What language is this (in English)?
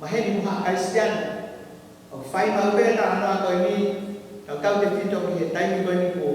Tongan